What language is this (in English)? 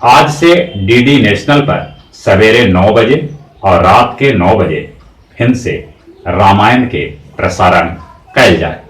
Magahi